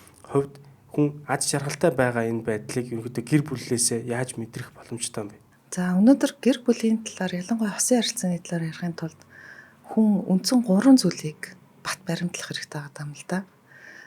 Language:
Mongolian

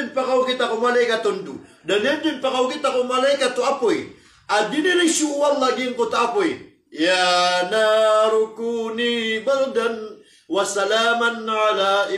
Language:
Maranao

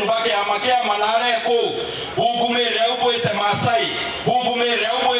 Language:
Meru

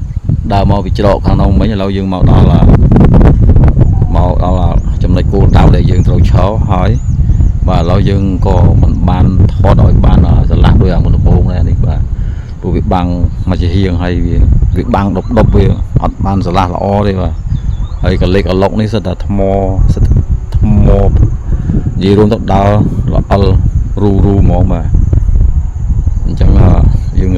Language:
Khmer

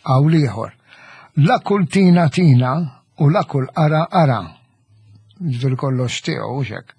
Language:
Maltese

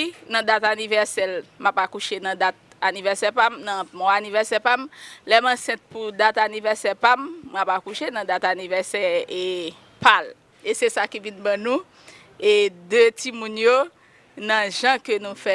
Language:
Haitian Creole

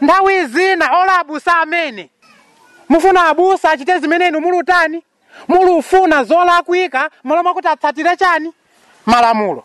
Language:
Nyanja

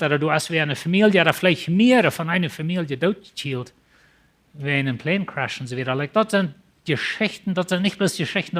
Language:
Plautdietsch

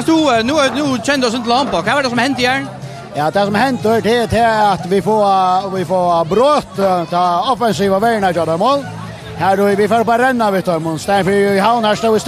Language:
Faroese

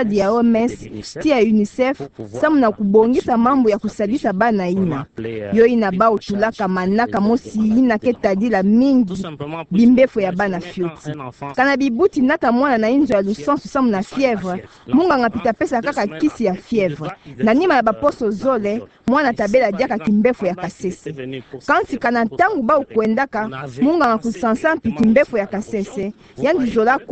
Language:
Kituba (Democratic Republic of Congo)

